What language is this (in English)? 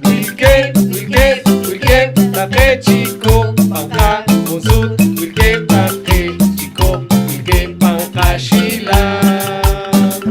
Poqomchi'